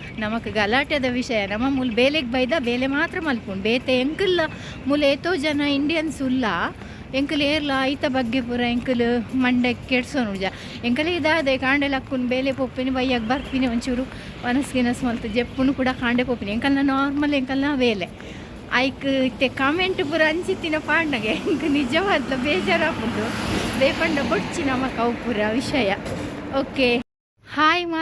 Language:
Tulu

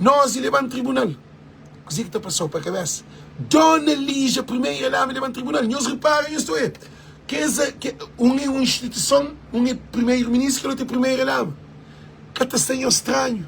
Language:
Kabuverdianu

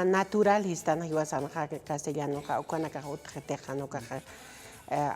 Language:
Aymara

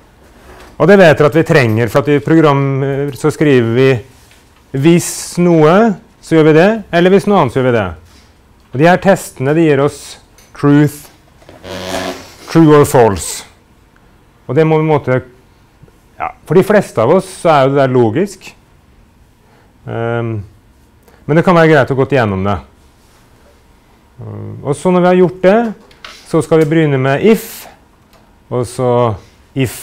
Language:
Norwegian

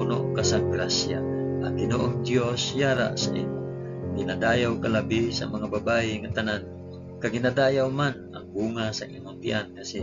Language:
Hiligaynon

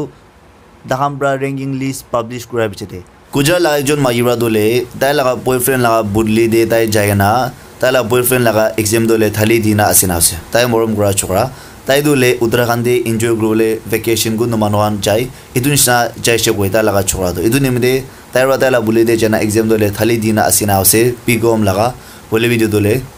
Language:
Naga Pidgin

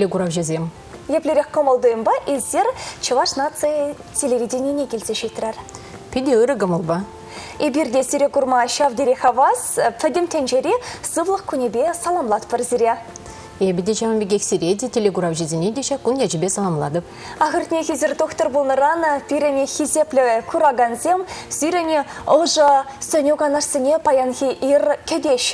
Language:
Chuvash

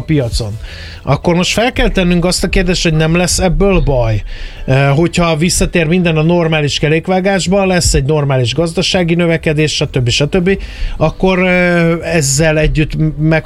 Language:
Hungarian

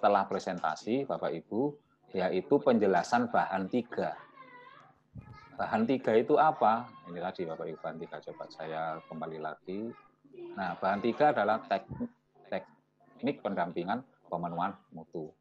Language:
Indonesian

